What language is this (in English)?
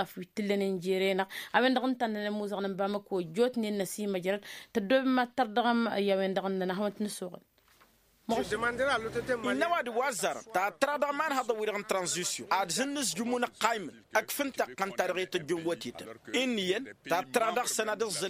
Tamasheq